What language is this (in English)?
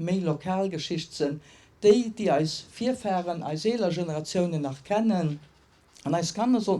Luxembourgish